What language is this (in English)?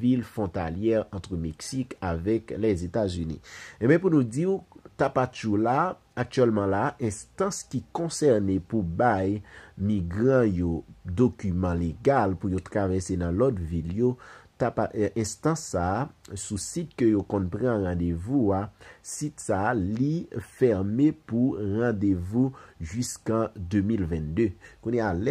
Haitian Creole